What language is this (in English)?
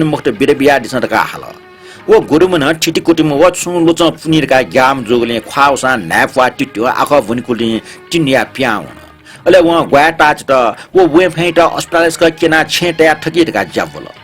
Newari